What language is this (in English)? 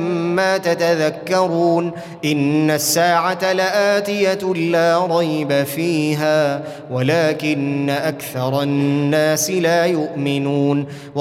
Arabic